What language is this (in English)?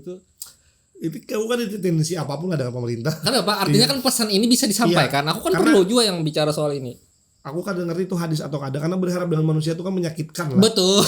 Banjar